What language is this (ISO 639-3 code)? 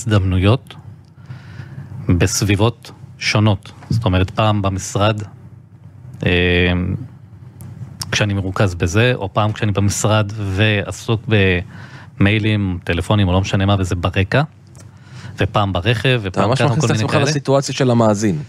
heb